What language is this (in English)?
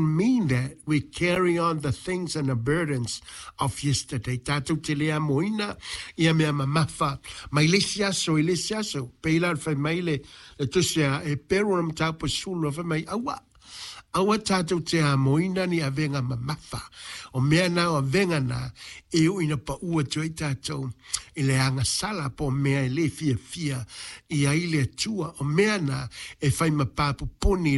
Samoan